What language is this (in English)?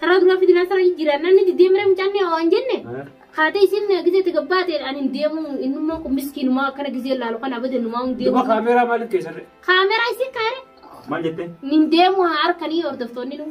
Oromo